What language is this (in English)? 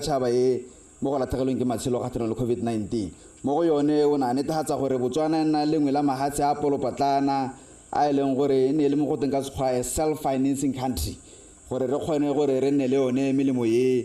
Tswana